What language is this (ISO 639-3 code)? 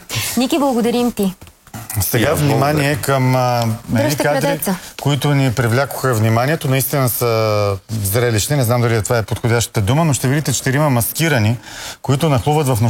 bul